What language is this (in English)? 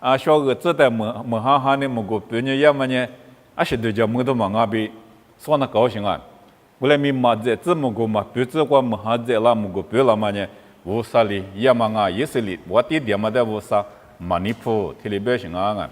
Lisu